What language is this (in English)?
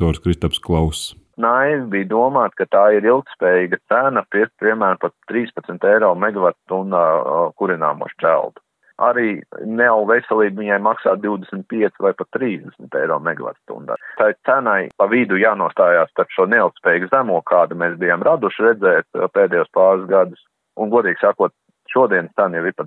Latvian